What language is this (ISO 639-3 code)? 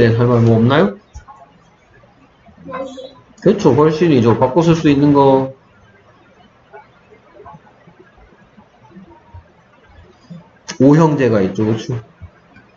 kor